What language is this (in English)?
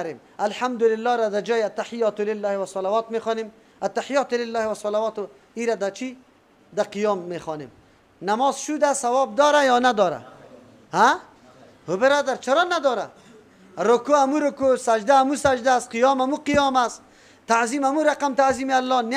Persian